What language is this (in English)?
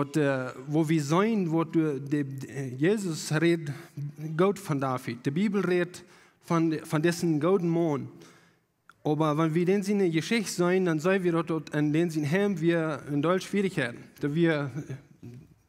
Plautdietsch